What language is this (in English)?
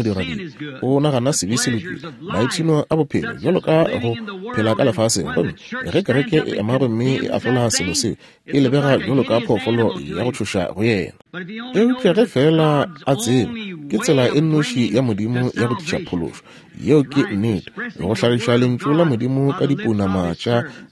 Northern Sotho